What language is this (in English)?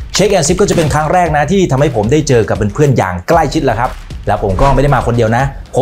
Thai